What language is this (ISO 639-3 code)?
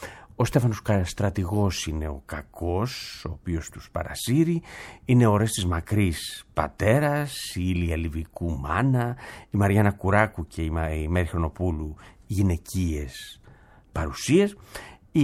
ell